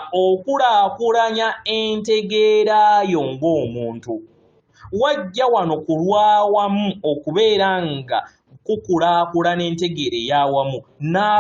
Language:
Ganda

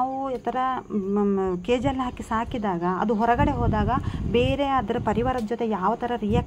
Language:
Kannada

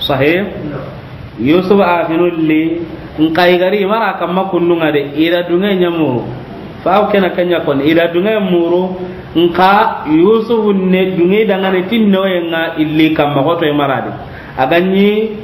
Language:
Soninke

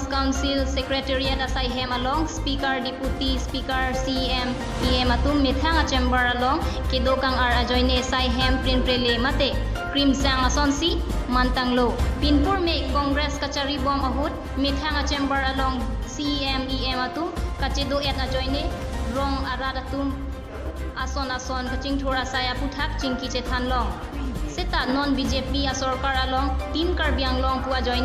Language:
Karbi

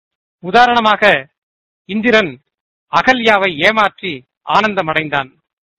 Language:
Tamil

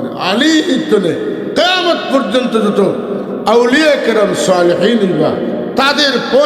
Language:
Sylheti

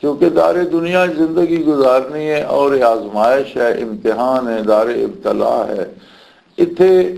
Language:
Western Panjabi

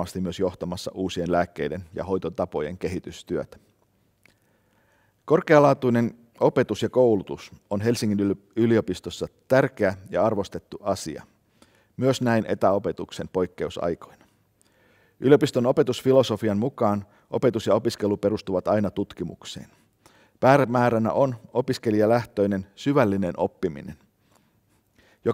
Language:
Finnish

